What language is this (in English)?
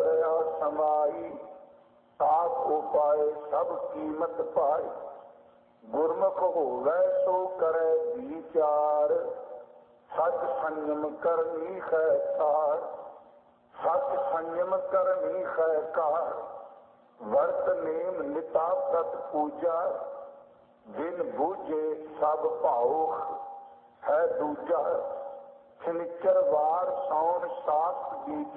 Punjabi